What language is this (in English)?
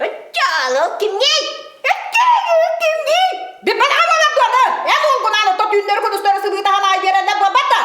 Yakut